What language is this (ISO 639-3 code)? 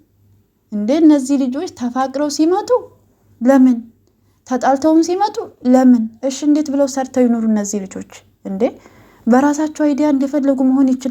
amh